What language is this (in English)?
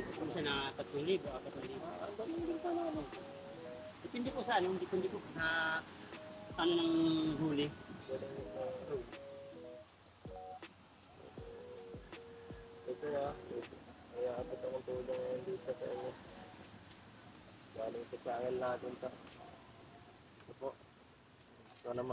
Filipino